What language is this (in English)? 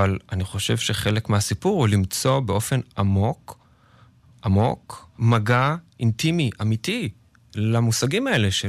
Hebrew